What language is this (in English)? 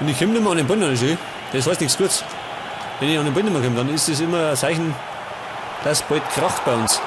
Bavarian